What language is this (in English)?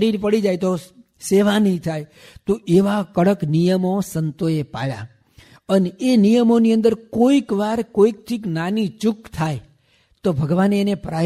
Gujarati